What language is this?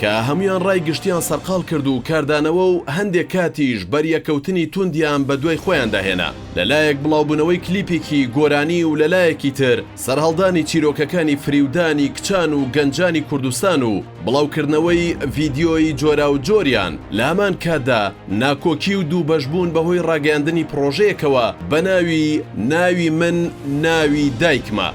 Central Kurdish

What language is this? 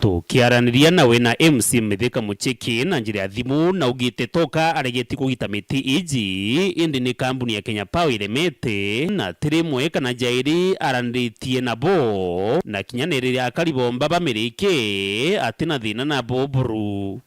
Meru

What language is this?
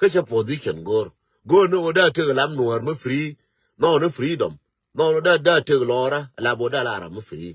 Nuer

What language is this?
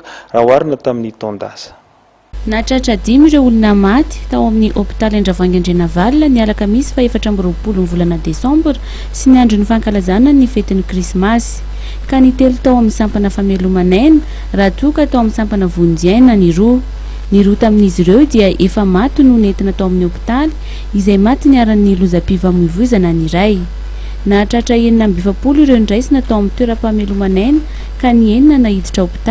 Malagasy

